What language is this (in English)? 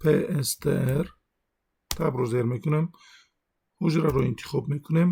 Tajik